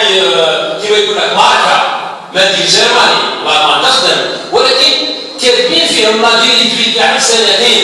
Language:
Algerian Arabic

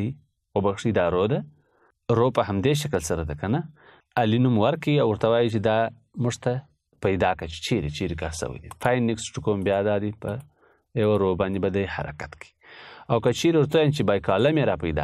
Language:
Pashto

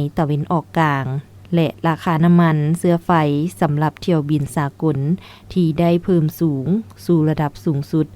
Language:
Lao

